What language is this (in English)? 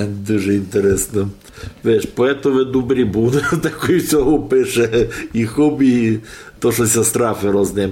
Rusyn